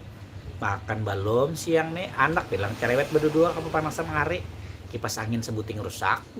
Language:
Banjar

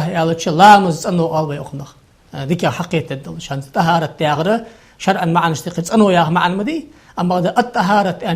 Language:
Ingush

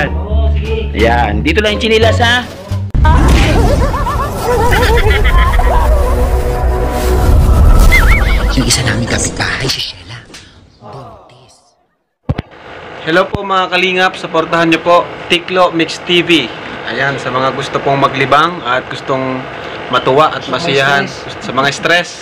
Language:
Filipino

